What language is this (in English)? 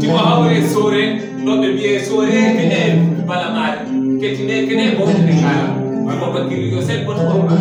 Fula